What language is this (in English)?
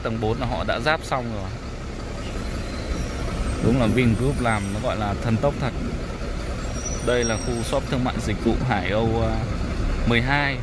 Vietnamese